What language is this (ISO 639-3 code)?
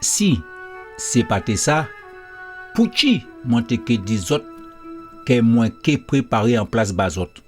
gcf